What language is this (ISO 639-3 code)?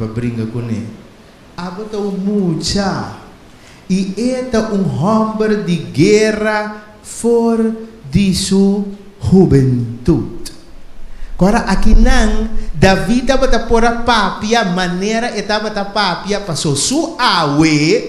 pap